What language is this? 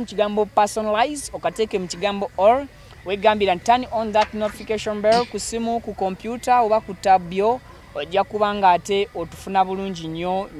Ganda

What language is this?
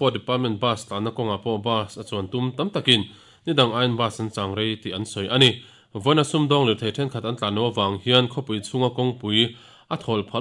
Mizo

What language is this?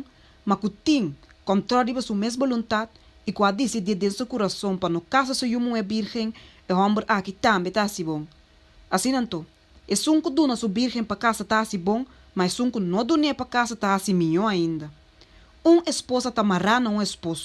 Papiamento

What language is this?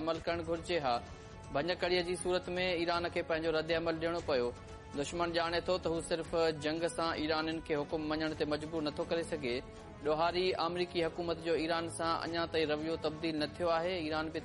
Sindhi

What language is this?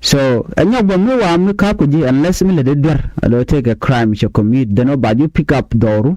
Nuer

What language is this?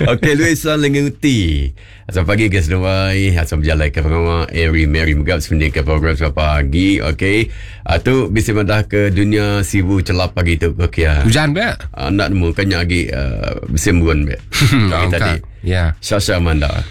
Iban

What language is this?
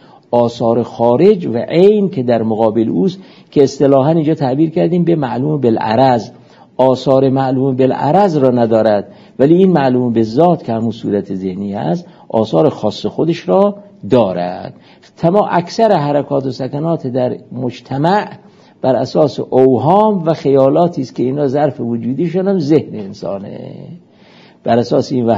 Persian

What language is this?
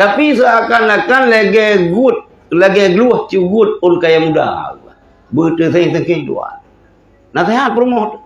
Achinese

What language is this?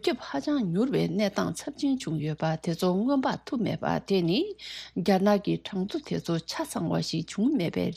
Tibetan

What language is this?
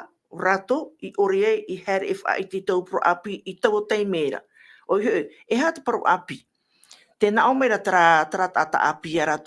Tahitian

